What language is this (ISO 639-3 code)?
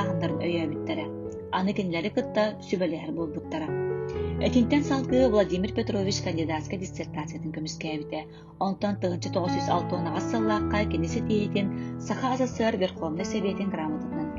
sah